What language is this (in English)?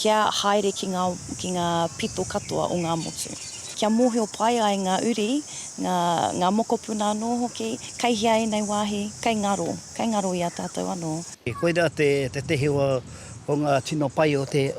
Māori